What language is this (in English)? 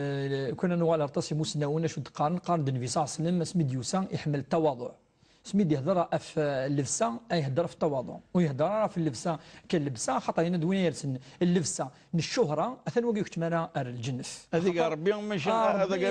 Kabyle